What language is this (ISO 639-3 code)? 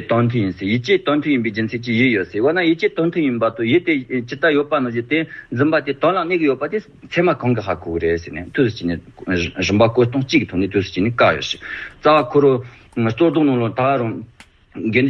bod